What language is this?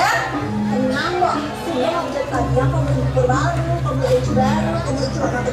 Balinese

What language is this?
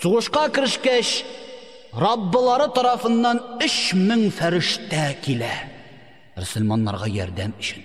Tatar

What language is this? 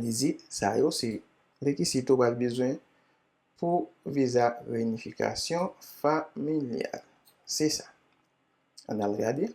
Haitian Creole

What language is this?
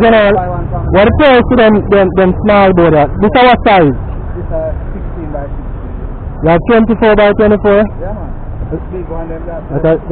Jamaican Creole English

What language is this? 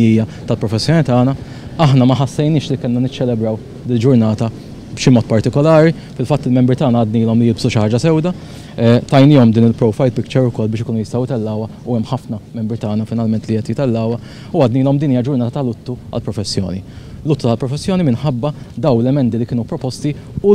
Maltese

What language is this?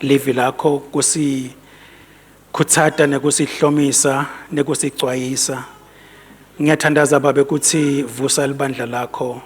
Swati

